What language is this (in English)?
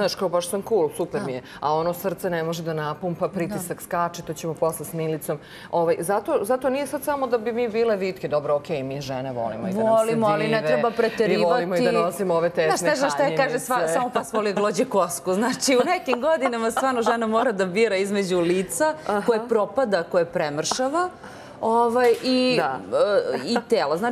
Serbian